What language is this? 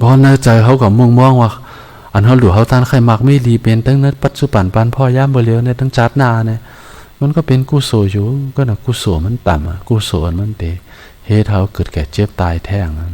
Shan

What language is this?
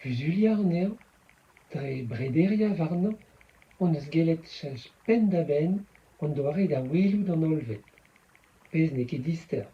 Breton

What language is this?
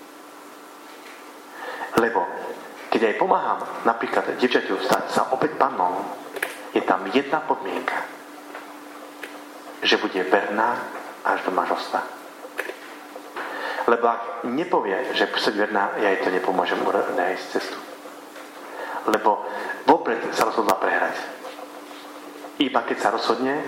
Slovak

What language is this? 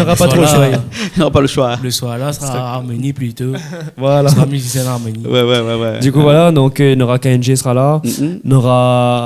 Réunion Creole French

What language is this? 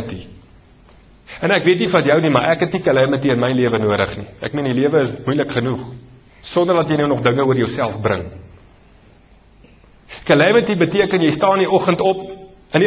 Afrikaans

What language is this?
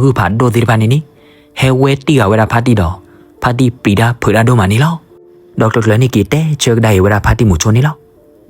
S'gaw Karen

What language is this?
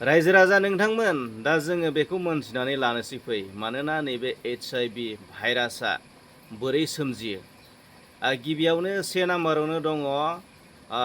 Bodo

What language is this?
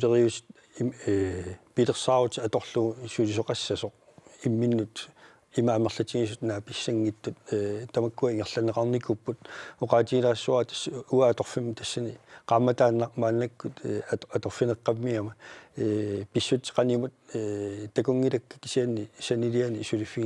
Kalaallisut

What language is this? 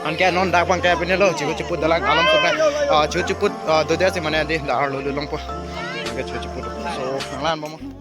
Karbi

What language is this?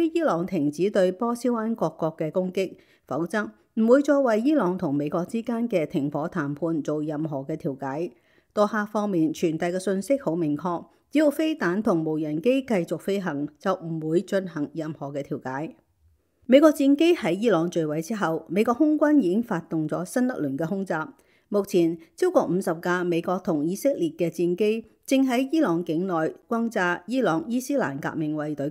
Cantonese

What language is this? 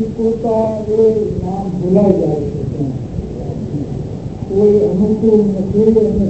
Gujarati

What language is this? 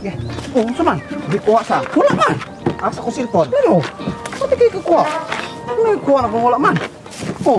Cebuano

